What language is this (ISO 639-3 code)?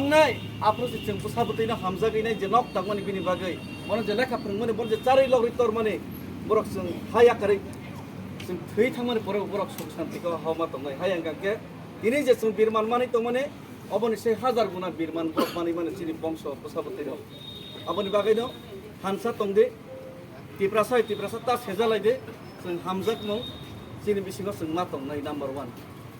trp